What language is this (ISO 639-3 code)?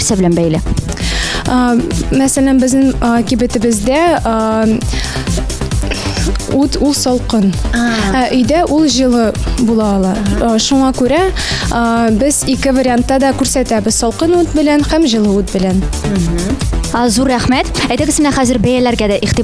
tat